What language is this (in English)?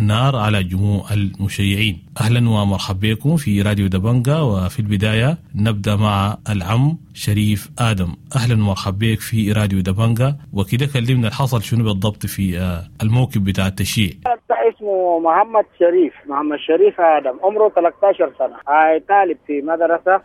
Sudanese Arabic